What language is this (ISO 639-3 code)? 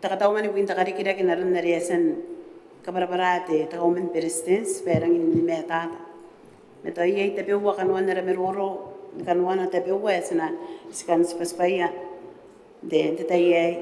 gil